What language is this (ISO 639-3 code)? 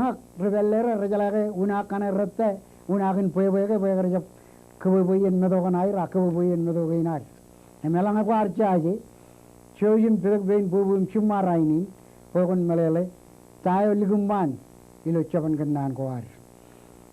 mah